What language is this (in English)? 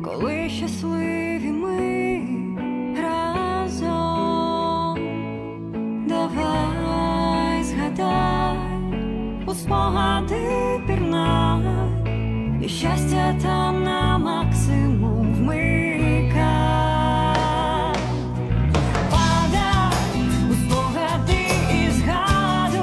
Ukrainian